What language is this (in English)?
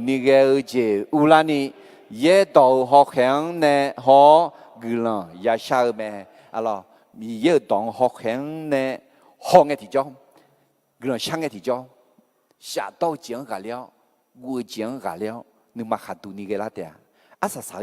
Akha